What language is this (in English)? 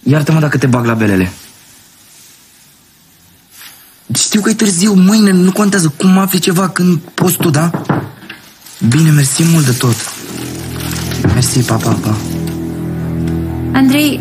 Romanian